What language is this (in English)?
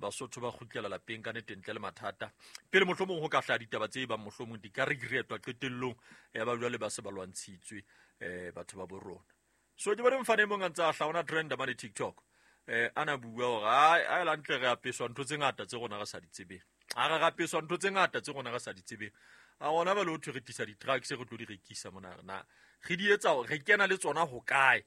Southern Sotho